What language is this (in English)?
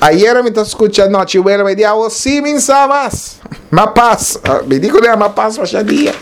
Papiamento